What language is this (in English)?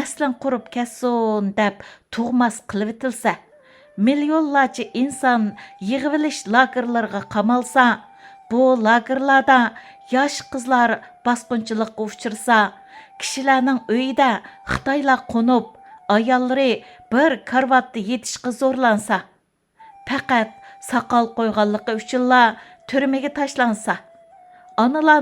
Uyghur